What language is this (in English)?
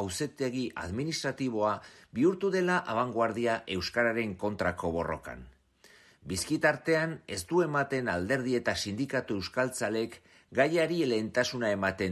Basque